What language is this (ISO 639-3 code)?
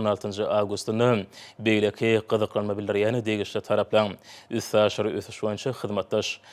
tuk